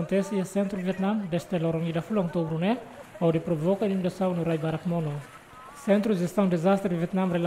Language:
Tetum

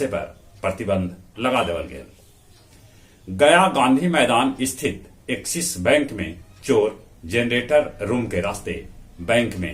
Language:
Magahi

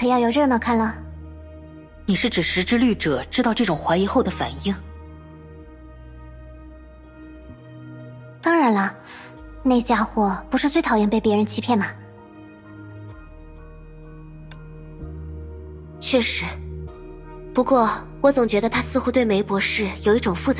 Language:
Chinese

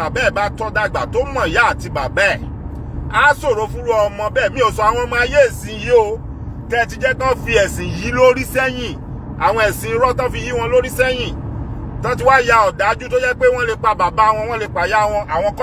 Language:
Yoruba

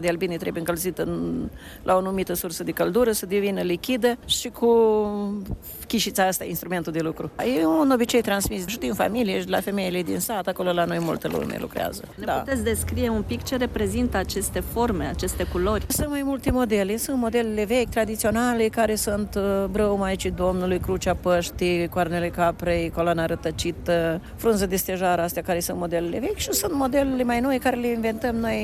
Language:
Romanian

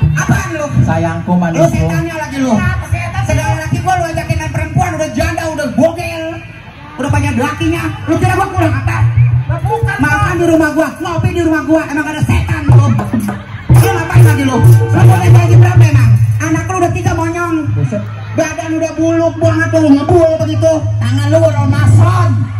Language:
Betawi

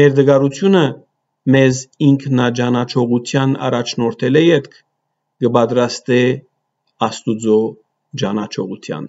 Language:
Western Armenian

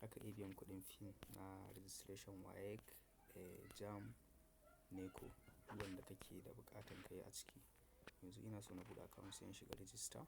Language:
Hausa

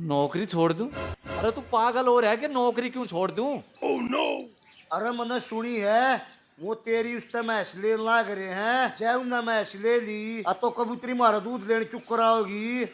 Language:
Haryanvi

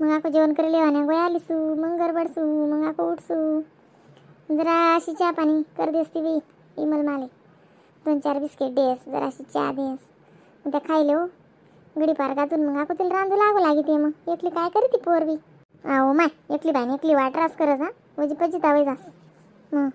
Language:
Khandesi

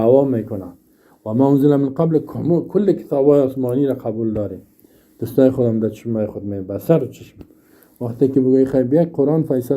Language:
Persian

